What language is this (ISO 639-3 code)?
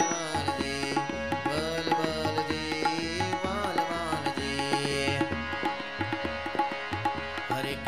guj